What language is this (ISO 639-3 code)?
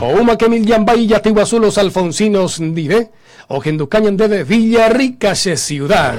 grn